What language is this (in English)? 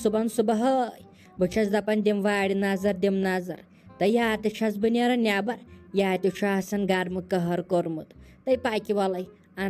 Kashmiri